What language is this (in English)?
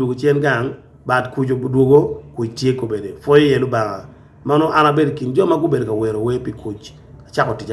Acoli